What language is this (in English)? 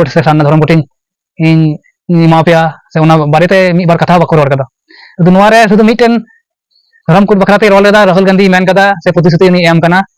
Santali